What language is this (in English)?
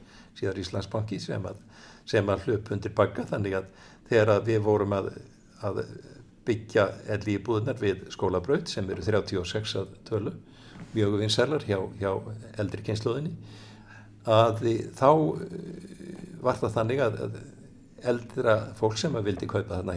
Icelandic